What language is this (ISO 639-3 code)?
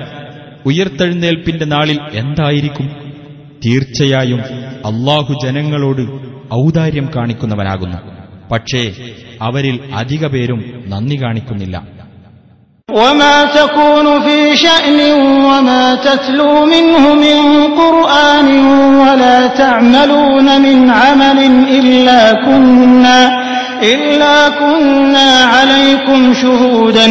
mal